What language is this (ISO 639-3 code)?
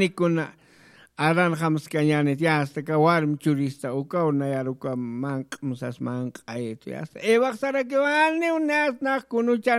aym